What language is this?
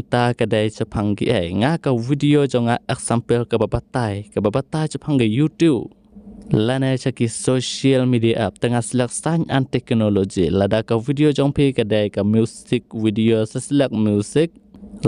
Khasi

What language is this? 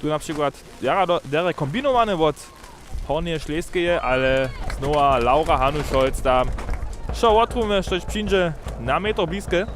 Upper Sorbian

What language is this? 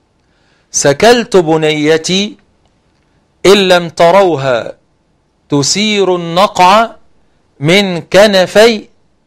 Arabic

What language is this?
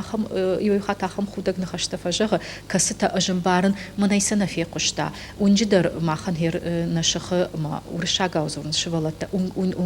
Ossetic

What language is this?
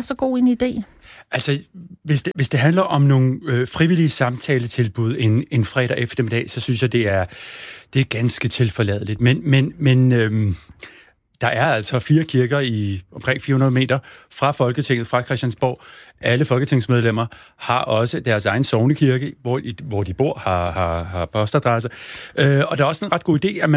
Danish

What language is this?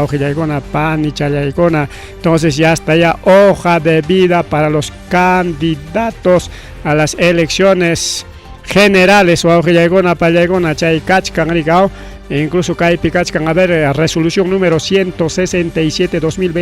Ayacucho Quechua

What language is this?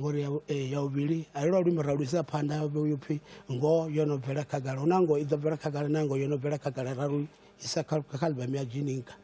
Venda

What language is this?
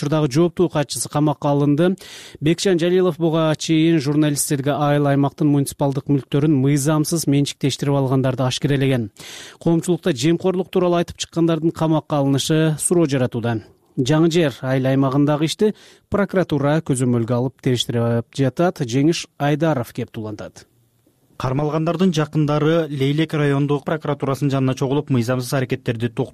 Kyrgyz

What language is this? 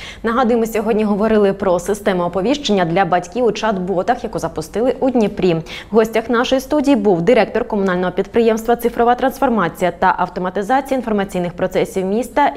Ukrainian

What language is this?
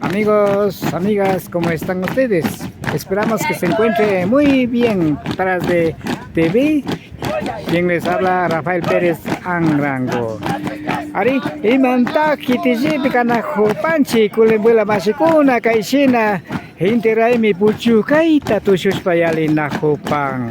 Imbabura Highland Quichua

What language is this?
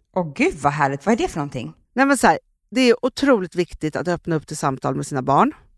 Swedish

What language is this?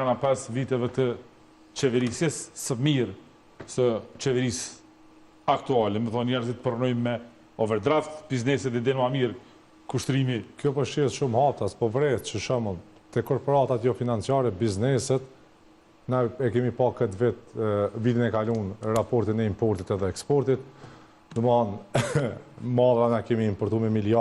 Albanian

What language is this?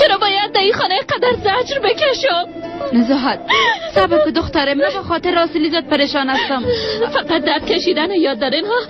Persian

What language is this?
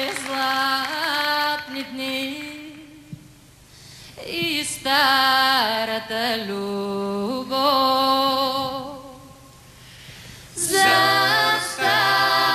Bulgarian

